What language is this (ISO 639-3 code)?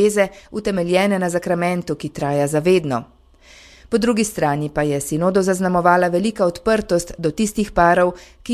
slv